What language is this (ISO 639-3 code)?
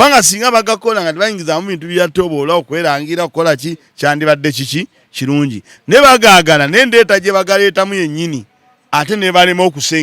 lug